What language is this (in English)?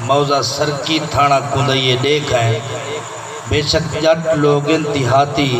Saraiki